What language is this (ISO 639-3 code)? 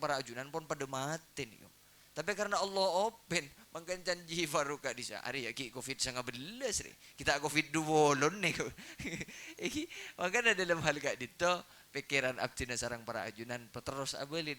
mad